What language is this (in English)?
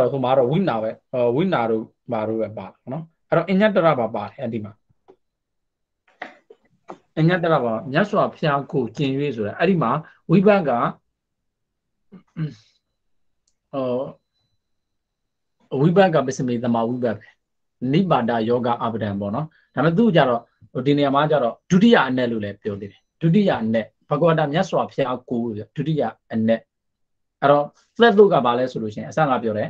Burmese